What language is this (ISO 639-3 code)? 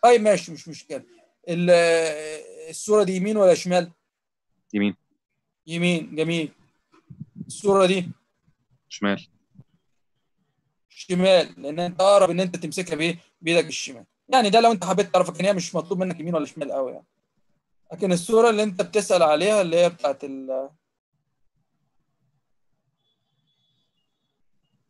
arz